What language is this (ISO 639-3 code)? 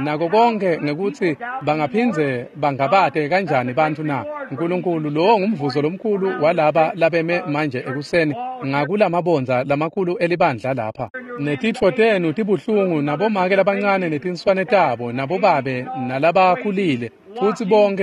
ssw